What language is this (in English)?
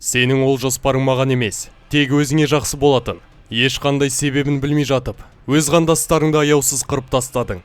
Kazakh